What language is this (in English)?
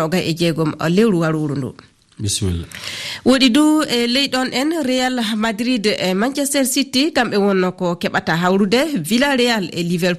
Fula